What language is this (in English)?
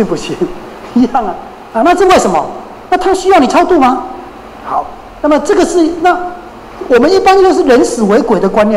Chinese